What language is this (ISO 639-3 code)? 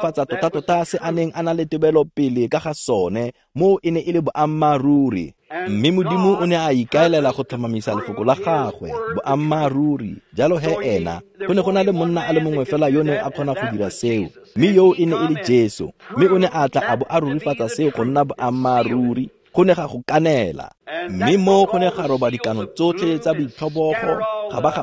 tsn